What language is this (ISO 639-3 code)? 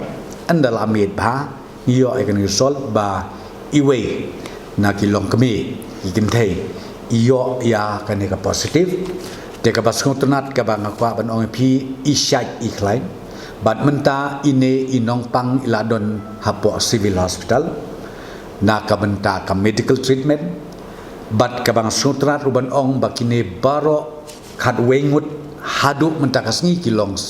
kha